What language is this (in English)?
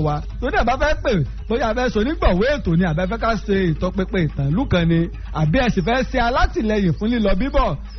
Yoruba